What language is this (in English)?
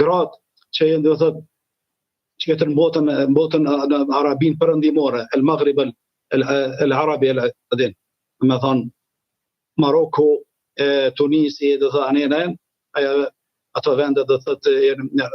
Albanian